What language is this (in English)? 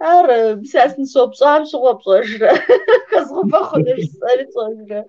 Kabardian